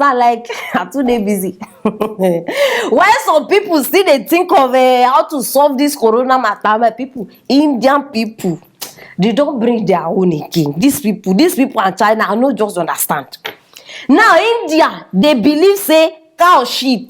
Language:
Nigerian Pidgin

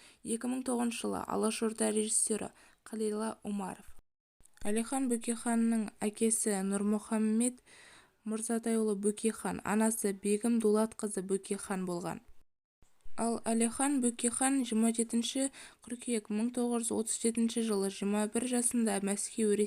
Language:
Kazakh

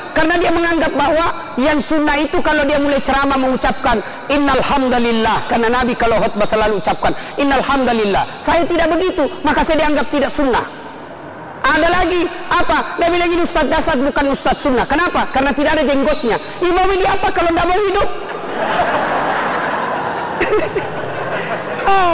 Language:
Indonesian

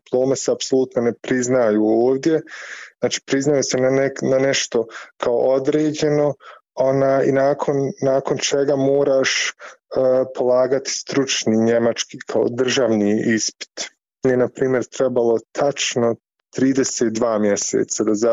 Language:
Bosnian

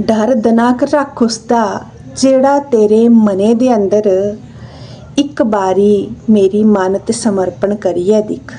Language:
Dogri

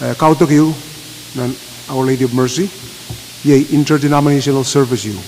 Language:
Pohnpeian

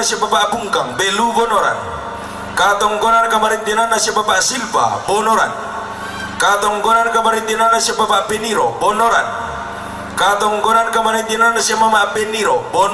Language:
Toraja-Sa'dan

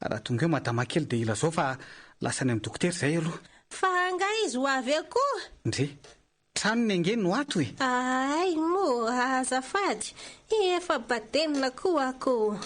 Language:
Malagasy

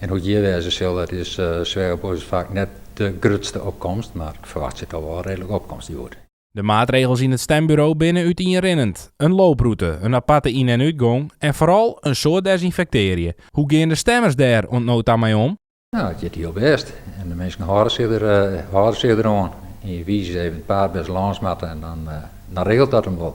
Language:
Western Frisian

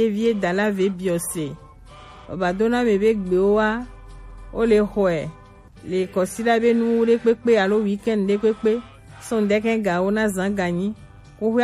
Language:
Gen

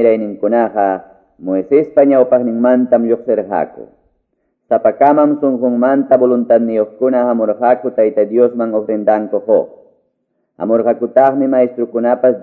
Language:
Quechua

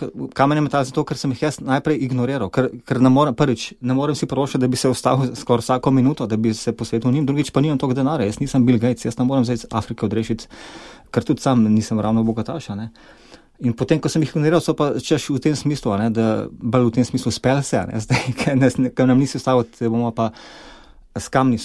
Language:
Slovenian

